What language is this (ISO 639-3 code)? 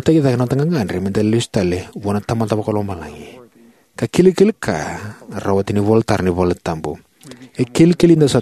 fij